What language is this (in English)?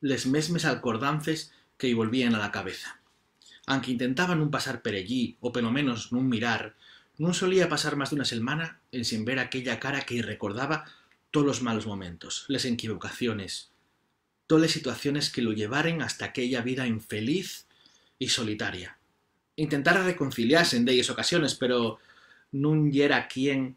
Asturian